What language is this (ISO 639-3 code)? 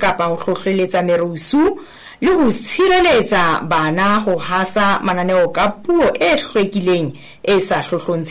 sot